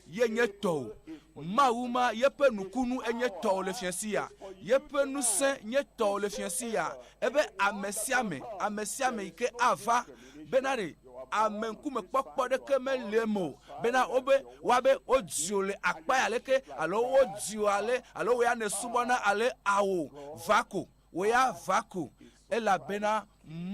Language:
Ewe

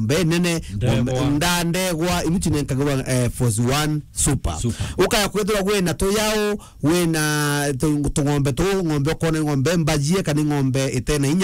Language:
Meru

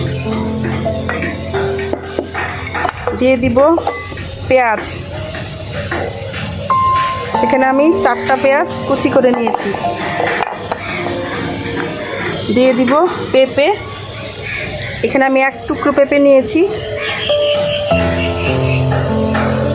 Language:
Bangla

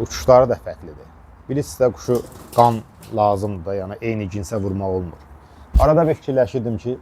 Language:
Azerbaijani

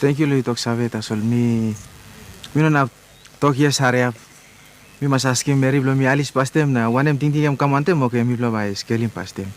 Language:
Tok Pisin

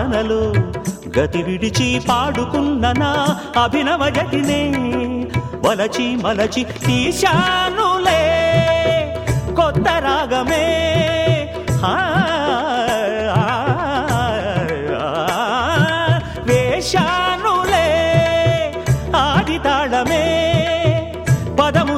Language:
Telugu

